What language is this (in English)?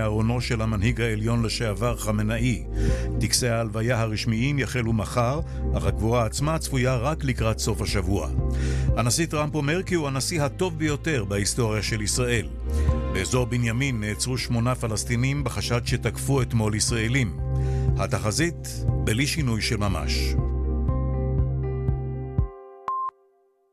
Hebrew